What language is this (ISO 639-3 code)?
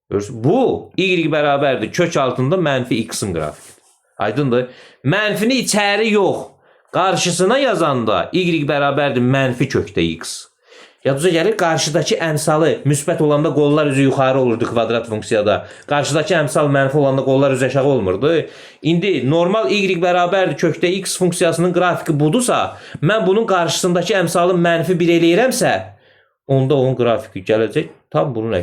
aze